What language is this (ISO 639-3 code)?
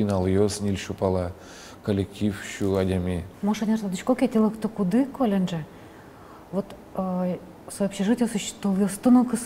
udm